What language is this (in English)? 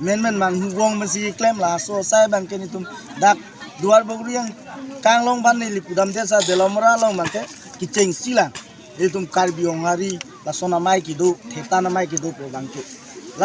Karbi